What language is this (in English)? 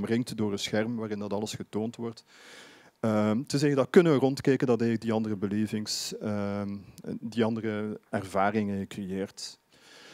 Dutch